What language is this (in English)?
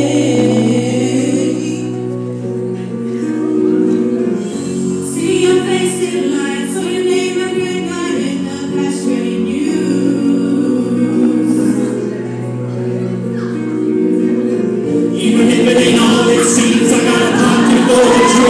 English